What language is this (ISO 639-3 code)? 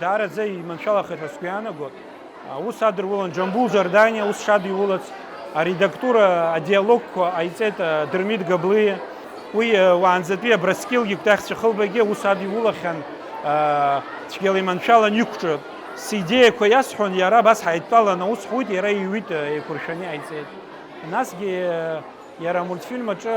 abk